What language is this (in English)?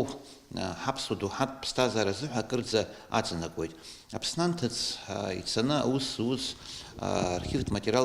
Abkhazian